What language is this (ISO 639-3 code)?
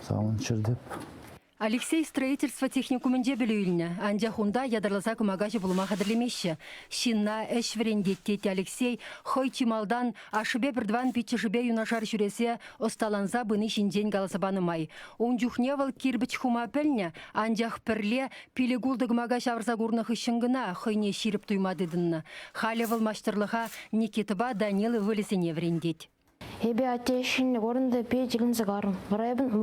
chv